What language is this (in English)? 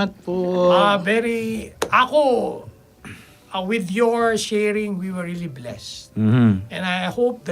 Pampanga